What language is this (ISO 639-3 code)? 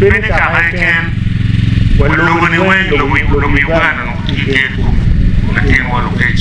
ach